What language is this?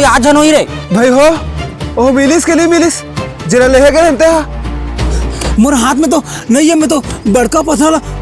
Chhattisgarhi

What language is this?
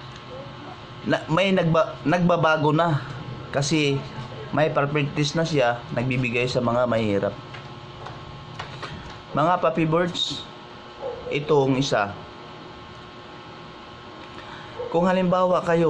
Filipino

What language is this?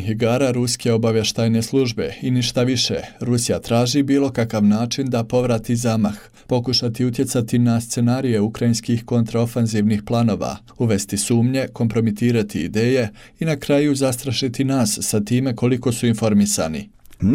Bosnian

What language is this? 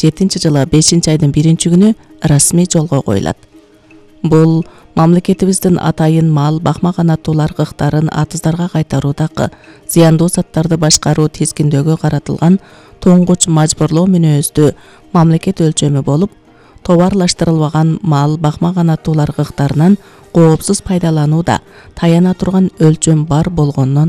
Kyrgyz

